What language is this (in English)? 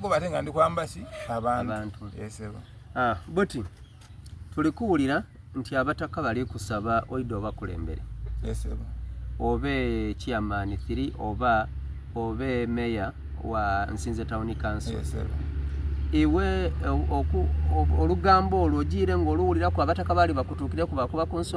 Soga